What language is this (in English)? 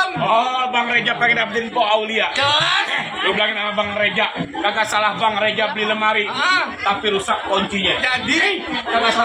Betawi